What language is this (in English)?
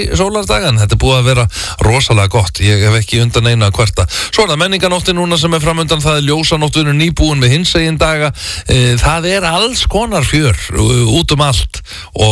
Icelandic